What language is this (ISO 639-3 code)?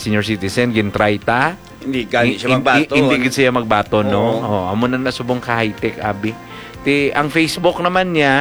hil